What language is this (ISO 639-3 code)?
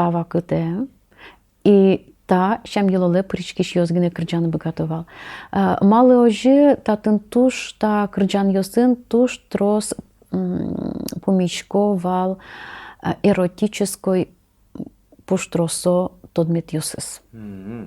udm